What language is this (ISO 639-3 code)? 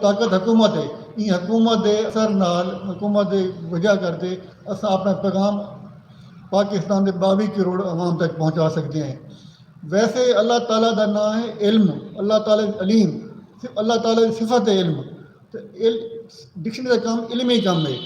skr